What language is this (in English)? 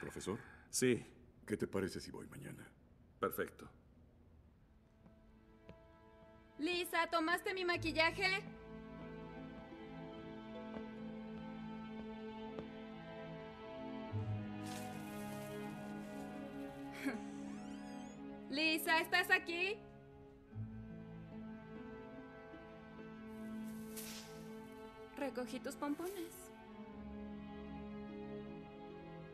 Spanish